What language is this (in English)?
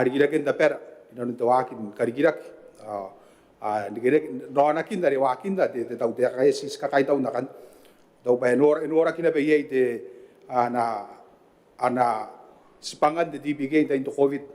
Gilbertese